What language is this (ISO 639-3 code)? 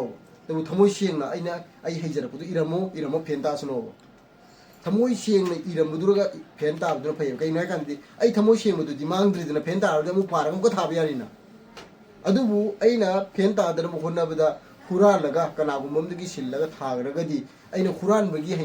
mni